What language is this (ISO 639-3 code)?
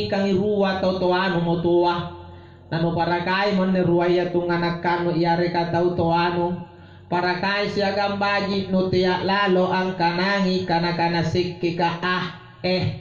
mak